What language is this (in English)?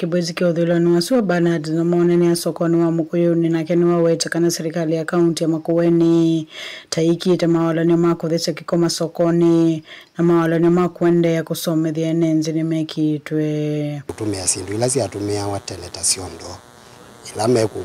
Kamba